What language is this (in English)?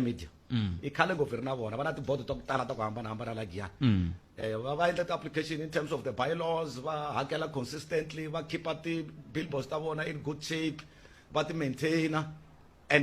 Tsonga